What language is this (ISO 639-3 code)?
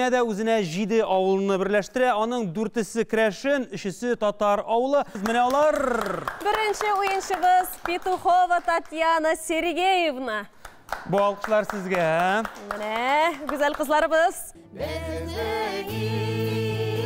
tat